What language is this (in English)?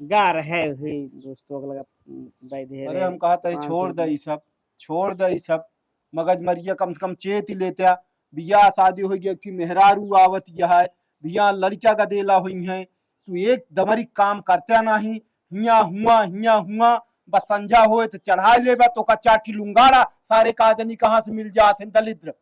Awadhi